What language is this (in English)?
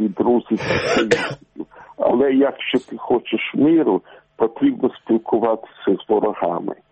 Ukrainian